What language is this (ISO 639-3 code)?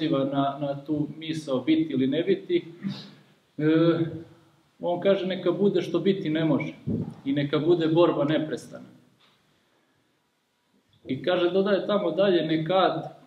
srp